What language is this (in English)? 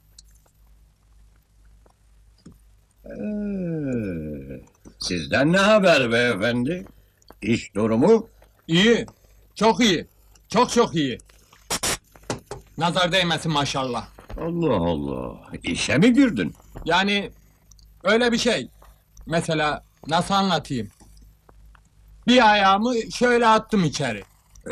Turkish